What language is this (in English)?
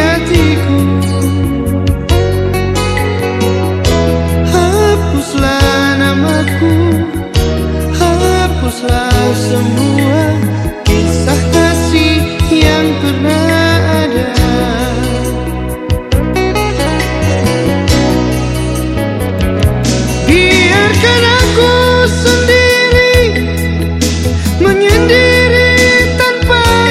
Indonesian